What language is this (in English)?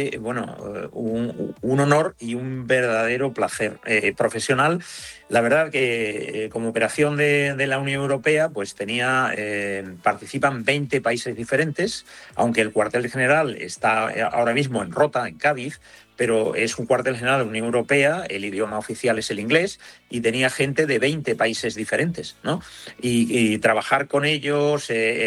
Spanish